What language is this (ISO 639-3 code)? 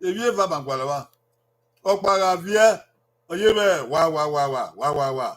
bin